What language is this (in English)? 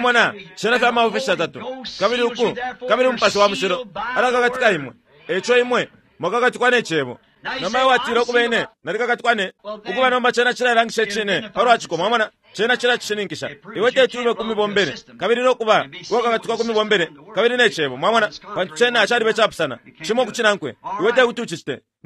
Bemba